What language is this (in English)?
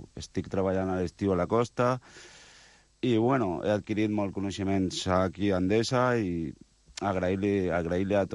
Catalan